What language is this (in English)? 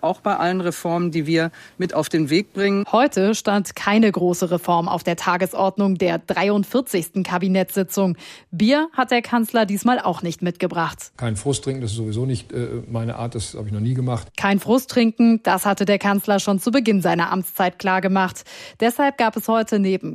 German